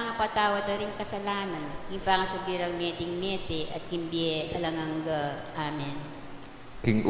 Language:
Pampanga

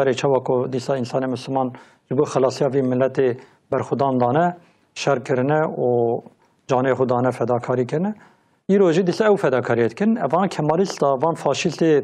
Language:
Kurdish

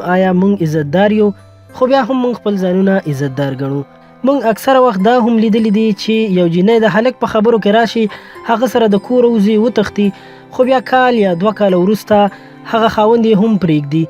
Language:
Pashto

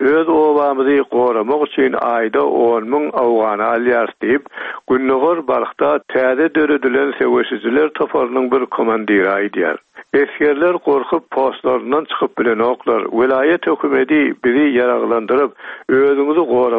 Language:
Turkmen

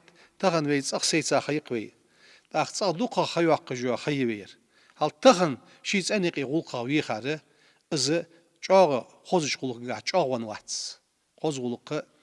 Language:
Ingush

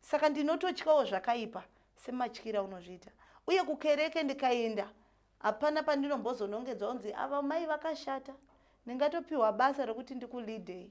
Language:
Shona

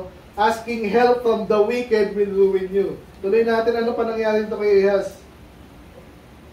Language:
Filipino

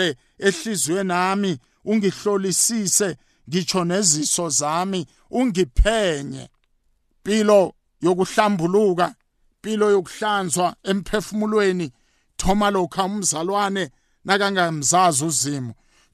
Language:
South Ndebele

